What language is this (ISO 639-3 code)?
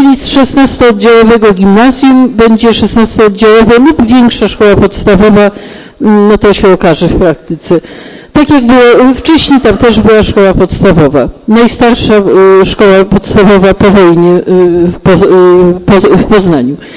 pol